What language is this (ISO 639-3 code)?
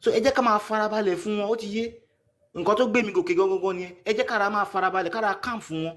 yor